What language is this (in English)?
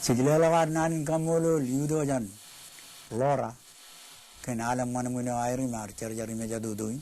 Marshallese